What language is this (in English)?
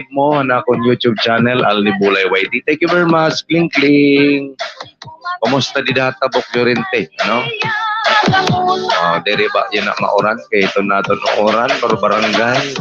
Waray